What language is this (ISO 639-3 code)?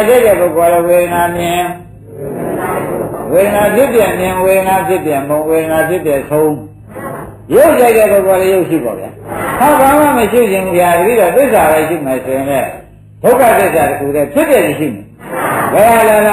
mya